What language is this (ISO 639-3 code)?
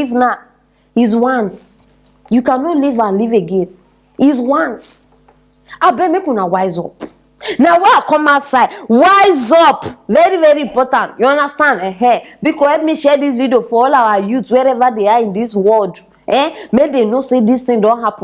pcm